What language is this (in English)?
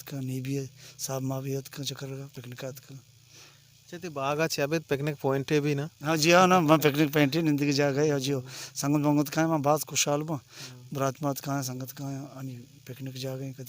Baluchi